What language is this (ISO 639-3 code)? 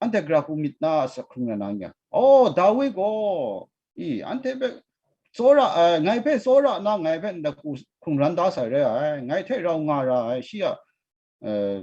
kac